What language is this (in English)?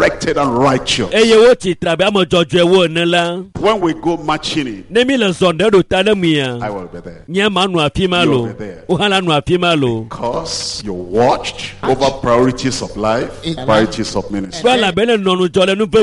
Ewe